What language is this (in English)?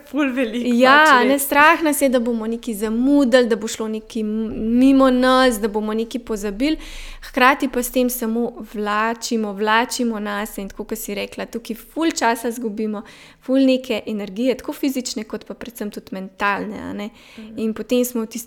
Slovenian